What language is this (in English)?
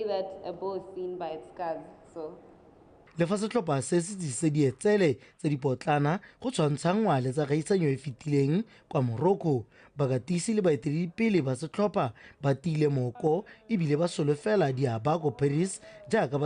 Tswana